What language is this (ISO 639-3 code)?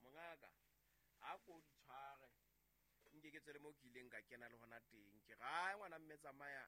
sot